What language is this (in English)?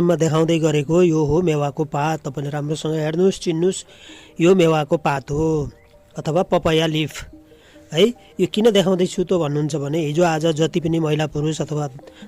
Nepali